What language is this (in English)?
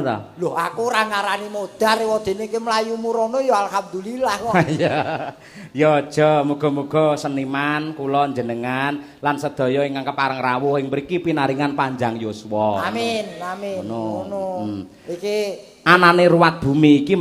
Javanese